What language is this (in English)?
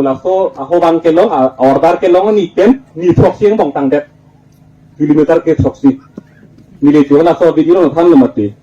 Karbi